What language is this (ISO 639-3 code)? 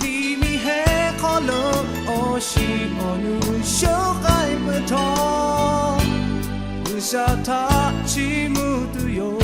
lhu